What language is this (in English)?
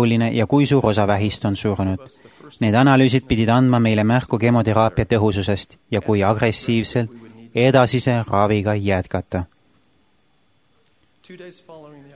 Estonian